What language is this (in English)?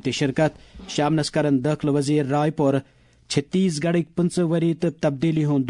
Kashmiri